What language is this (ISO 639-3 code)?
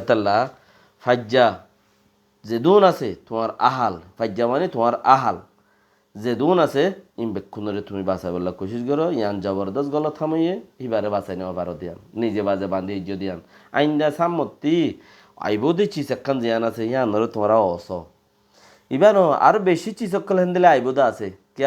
rhg